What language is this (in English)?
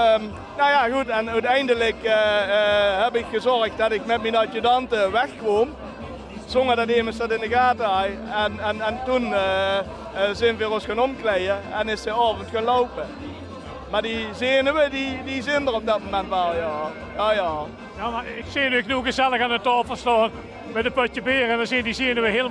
Limburgish